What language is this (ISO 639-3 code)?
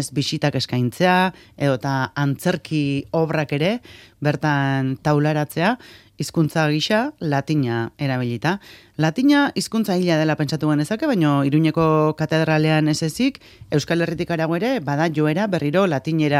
eus